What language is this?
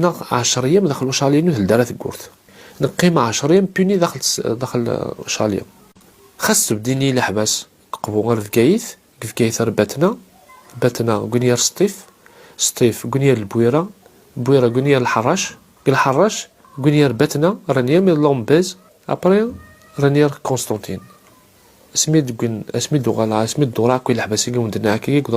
Kabyle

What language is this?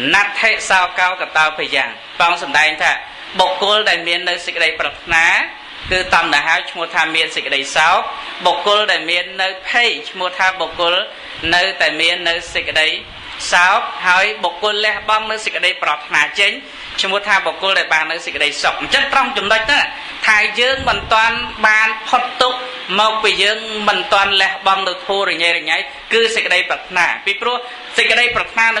Khmer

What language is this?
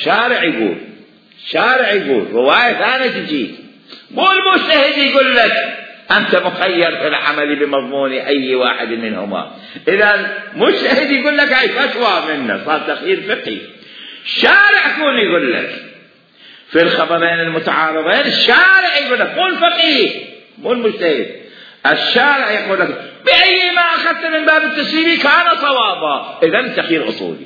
Mesopotamian Arabic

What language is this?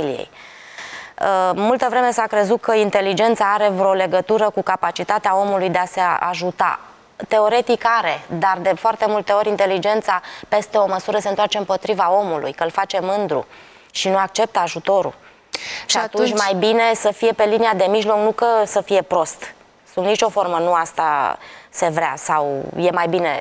Romanian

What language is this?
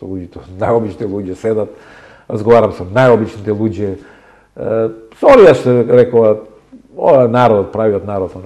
Macedonian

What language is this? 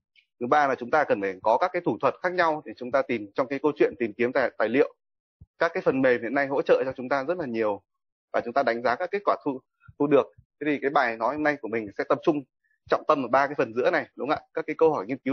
Vietnamese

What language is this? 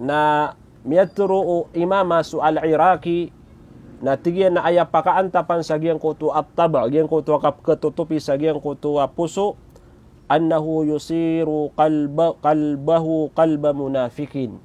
Maranao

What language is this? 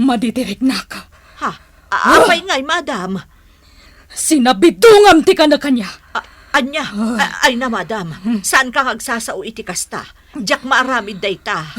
Iloko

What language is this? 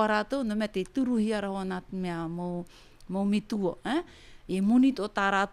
Tahitian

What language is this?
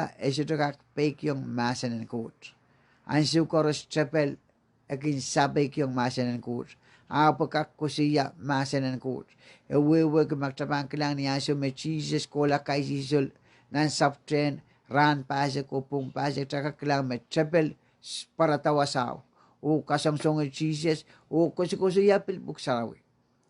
Pohnpeian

